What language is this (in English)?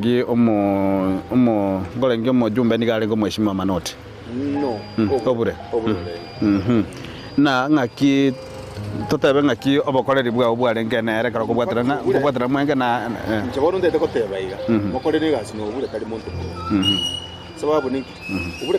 Gusii